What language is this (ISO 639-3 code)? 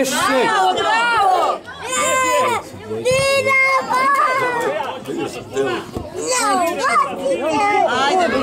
hrv